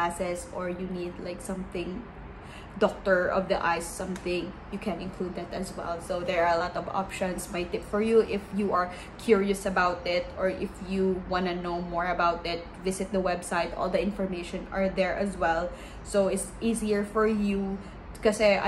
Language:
Filipino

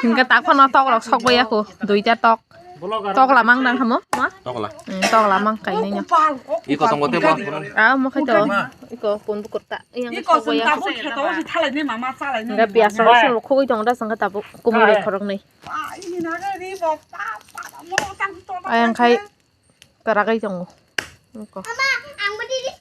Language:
Kok Borok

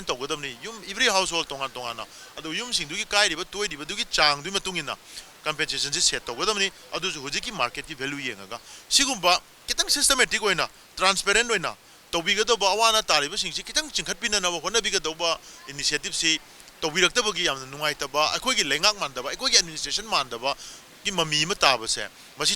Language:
Manipuri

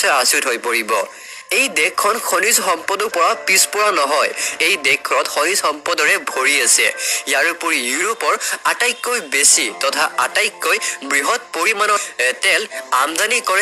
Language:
Assamese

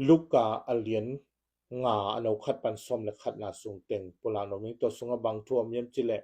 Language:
Tedim Chin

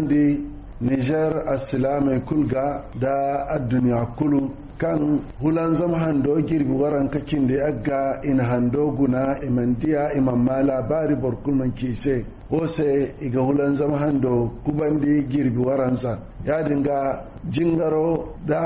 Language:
Zarma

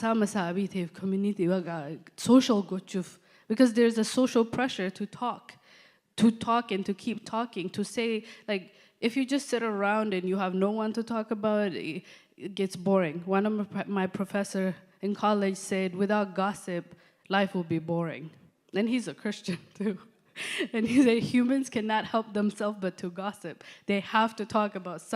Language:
English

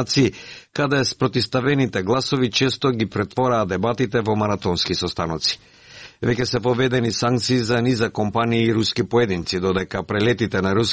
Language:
Macedonian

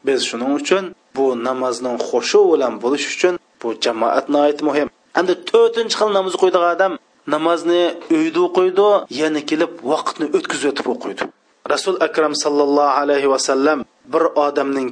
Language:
Uyghur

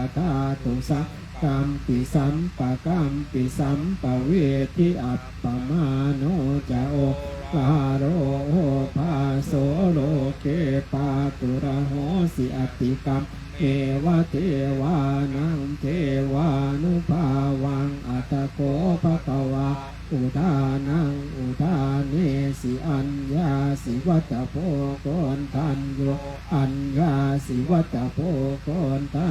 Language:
Pali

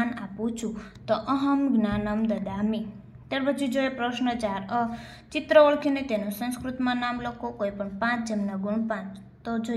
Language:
Gujarati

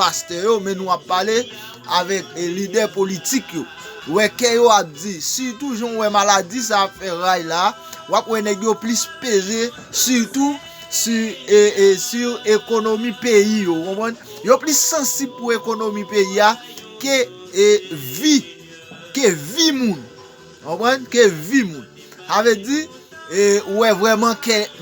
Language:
Haitian Creole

